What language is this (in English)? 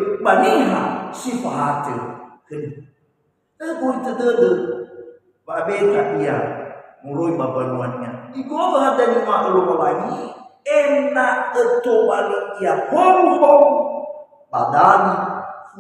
Nias